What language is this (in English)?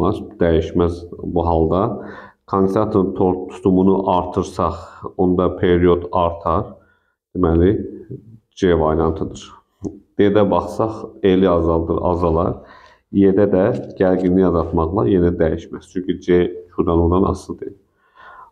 Azerbaijani